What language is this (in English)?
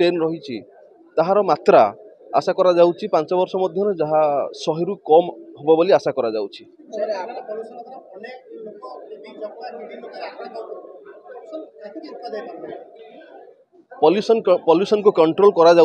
Odia